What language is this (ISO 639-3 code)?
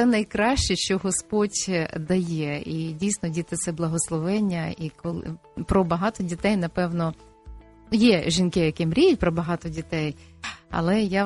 ukr